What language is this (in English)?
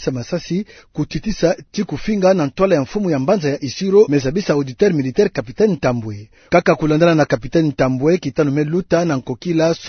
Kituba (Democratic Republic of Congo)